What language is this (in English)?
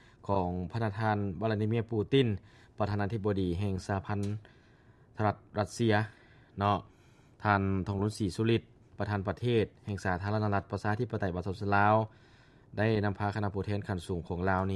Lao